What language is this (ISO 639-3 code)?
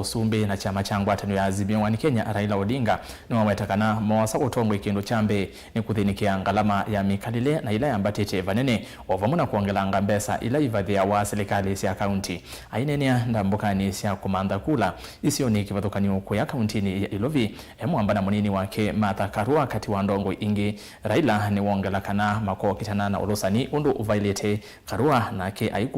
kam